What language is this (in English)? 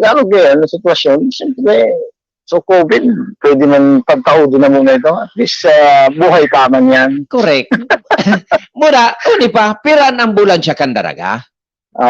Bikol